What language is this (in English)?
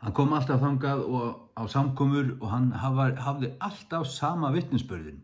Faroese